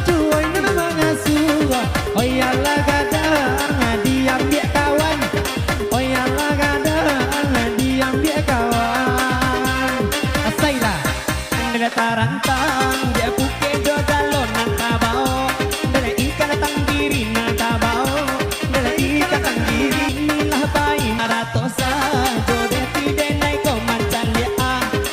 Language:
Minangkabau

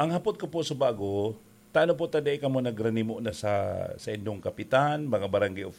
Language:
Bikol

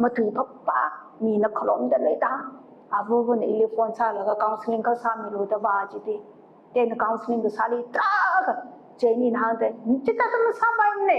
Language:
Tangkhul Naga (India)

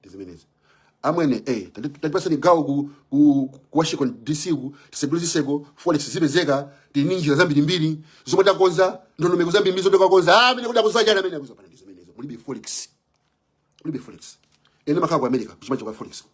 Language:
Nyanja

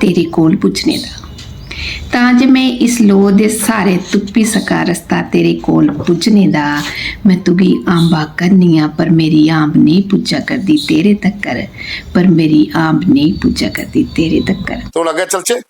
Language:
Dogri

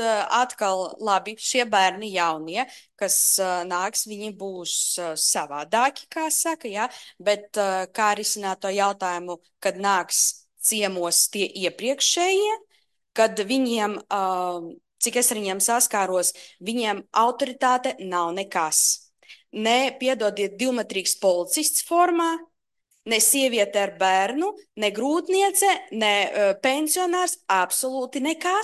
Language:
Latvian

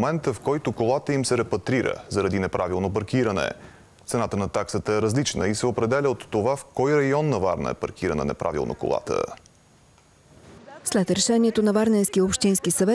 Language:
Bulgarian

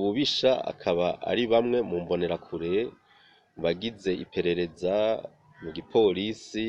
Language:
Rundi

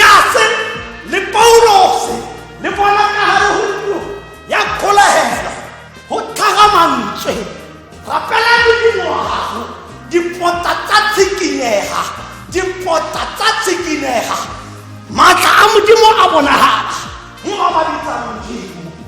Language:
Tswana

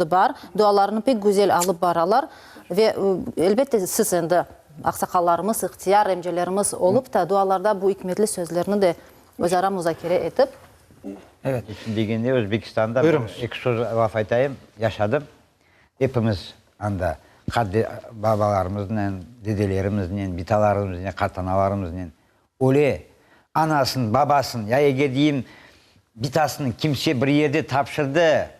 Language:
Crimean Tatar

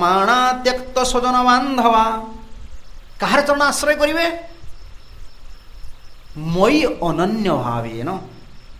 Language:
Odia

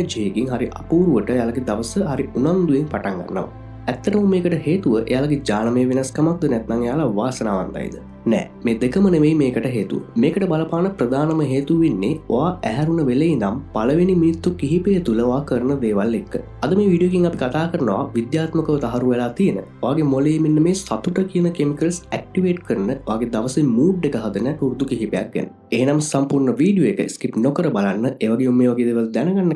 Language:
Sinhala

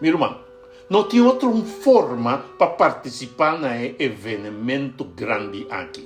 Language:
Papiamento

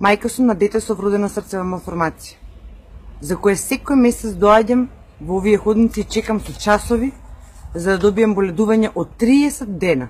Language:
Macedonian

